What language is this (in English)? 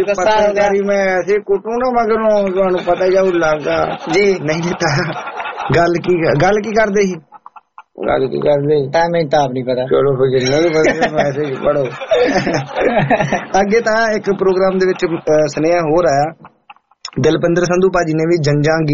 Punjabi